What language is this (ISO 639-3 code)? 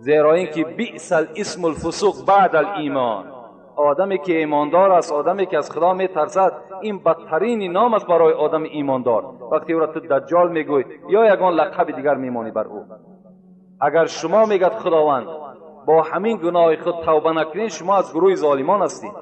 tgk